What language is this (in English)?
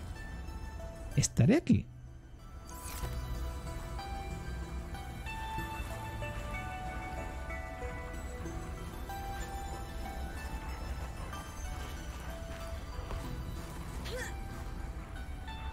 Spanish